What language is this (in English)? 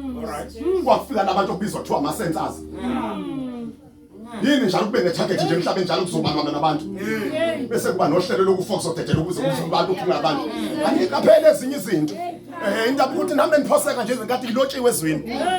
Zulu